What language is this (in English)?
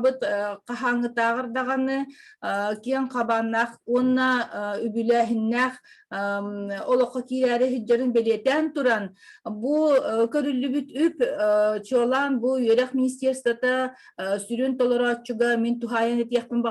Yakut